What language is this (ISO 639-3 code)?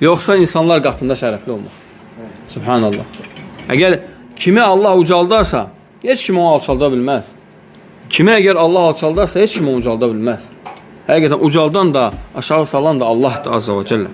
aze